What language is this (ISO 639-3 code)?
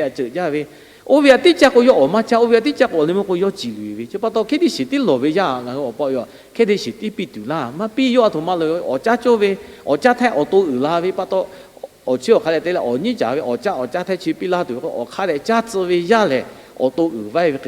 lhu